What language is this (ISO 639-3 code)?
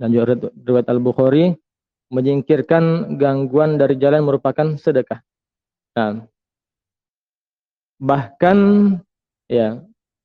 ind